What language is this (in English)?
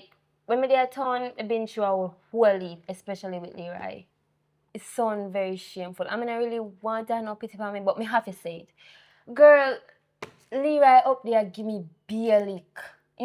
Jamaican Creole English